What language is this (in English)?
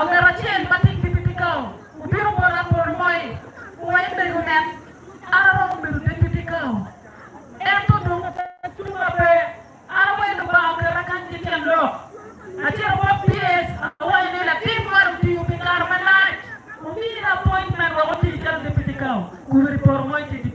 Acoli